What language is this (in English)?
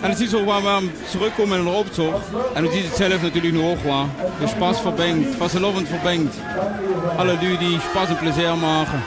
Limburgish